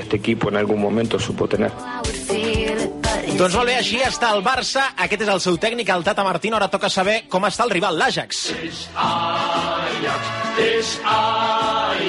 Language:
Catalan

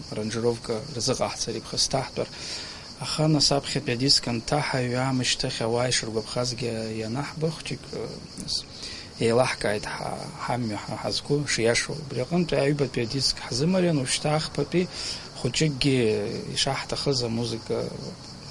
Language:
Abkhazian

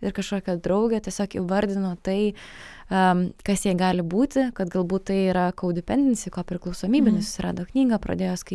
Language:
Lithuanian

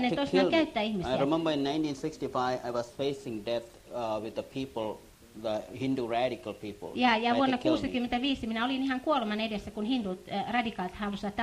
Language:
Finnish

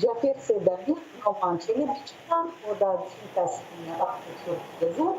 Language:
Crimean Tatar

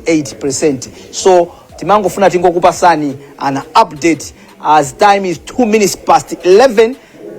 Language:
Nyanja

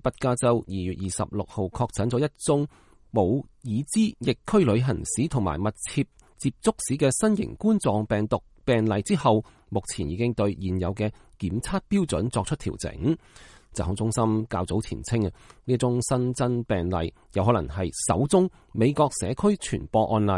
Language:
Cantonese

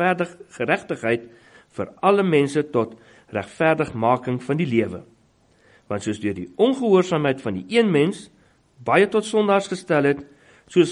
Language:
Afrikaans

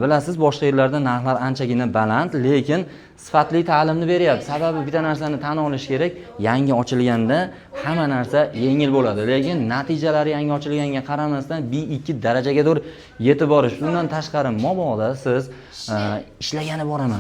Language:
Uzbek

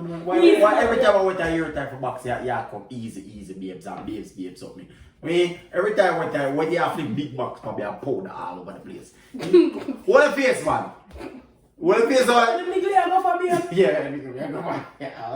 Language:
Jamaican Creole English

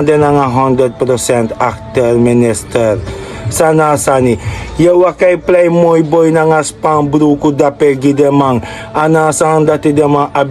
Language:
Sranan Tongo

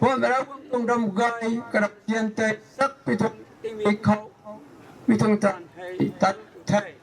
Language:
Rongmei Naga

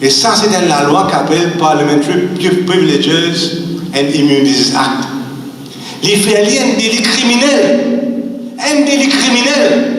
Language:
Morisyen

